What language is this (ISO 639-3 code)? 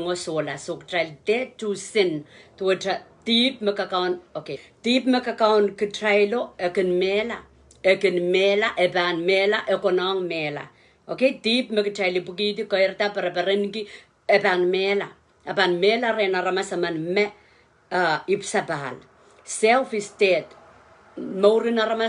pon